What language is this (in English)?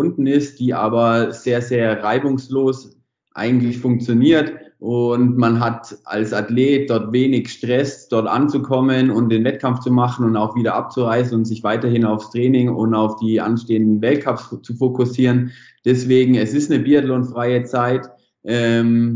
German